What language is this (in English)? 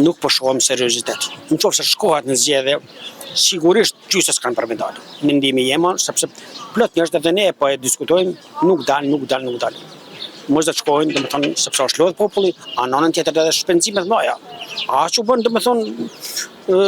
Albanian